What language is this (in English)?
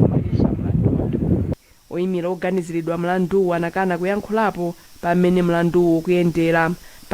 Nyanja